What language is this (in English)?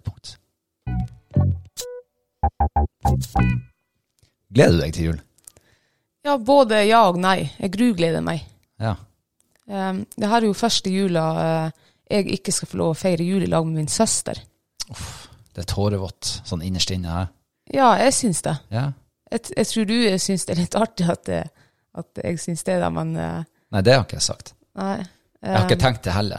Norwegian